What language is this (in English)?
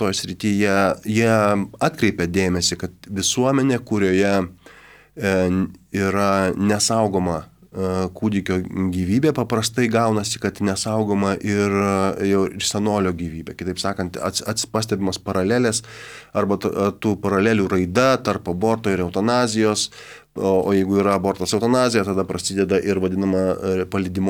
Lithuanian